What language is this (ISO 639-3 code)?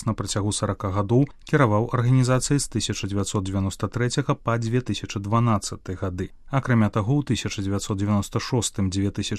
bel